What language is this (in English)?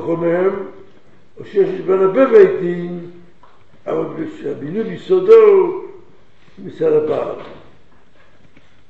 Hebrew